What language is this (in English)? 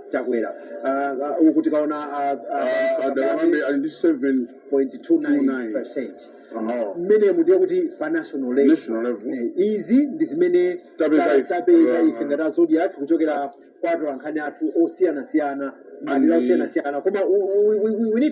Nyanja